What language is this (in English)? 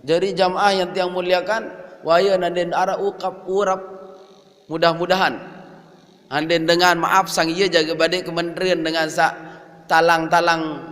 Sasak